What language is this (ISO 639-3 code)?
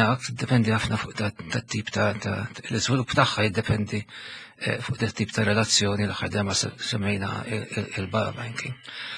mlt